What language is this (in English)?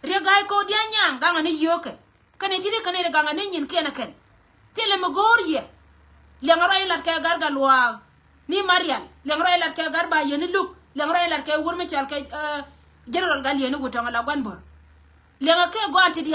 Nuer